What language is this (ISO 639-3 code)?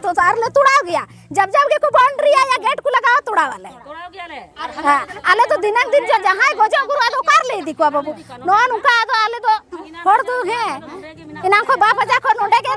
sat